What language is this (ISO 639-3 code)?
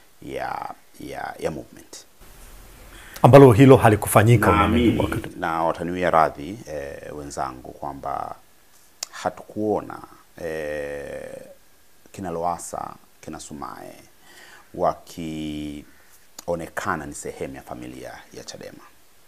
swa